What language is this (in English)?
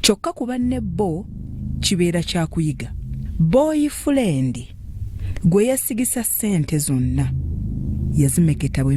Ganda